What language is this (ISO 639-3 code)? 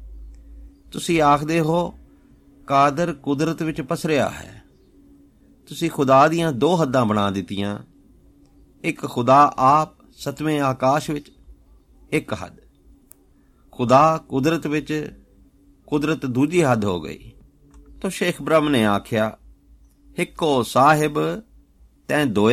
pan